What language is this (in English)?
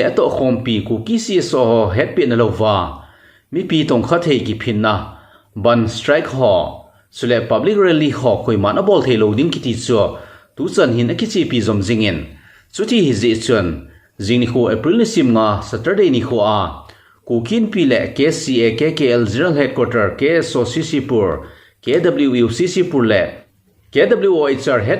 Thado Chin